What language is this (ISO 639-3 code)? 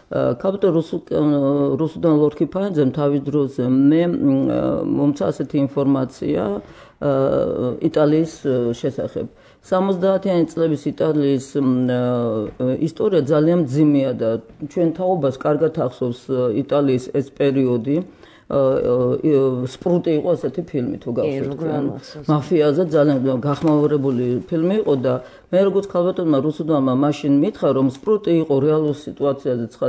kat